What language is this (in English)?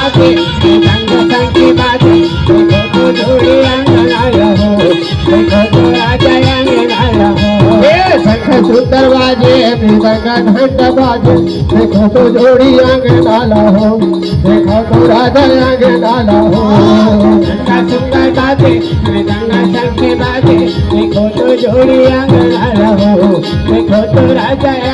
Chhattisgarhi